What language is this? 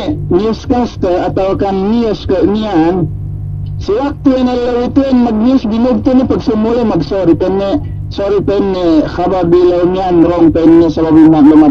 Yakan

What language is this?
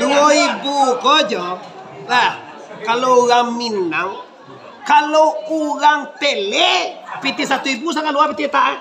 Minangkabau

